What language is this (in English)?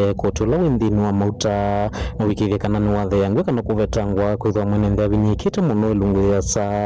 Kamba